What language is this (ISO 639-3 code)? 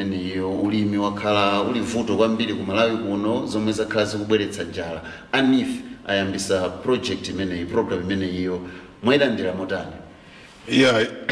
nya